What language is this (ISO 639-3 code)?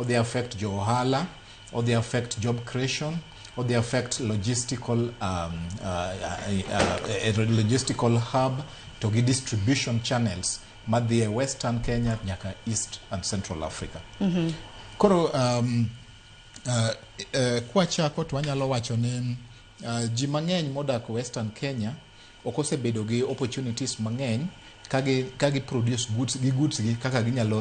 luo